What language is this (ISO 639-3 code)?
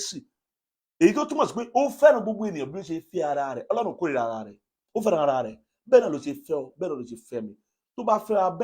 yor